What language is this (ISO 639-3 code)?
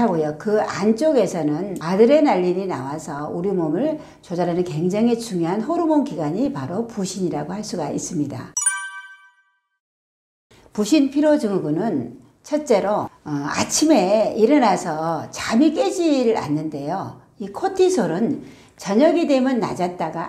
kor